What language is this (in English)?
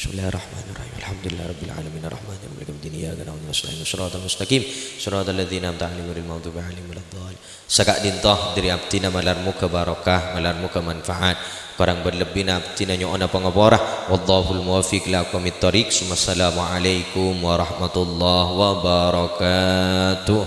Madurese